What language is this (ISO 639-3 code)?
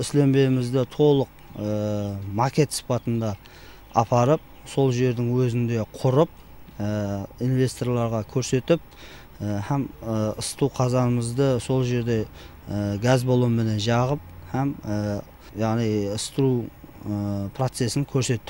kaa